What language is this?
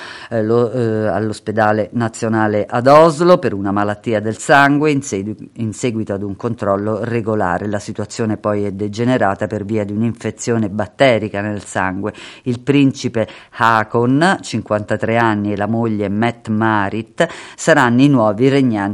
Italian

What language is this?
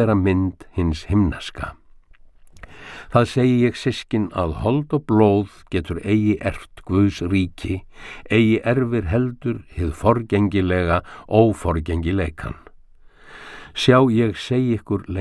Icelandic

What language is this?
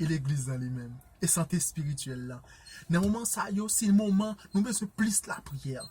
Haitian Creole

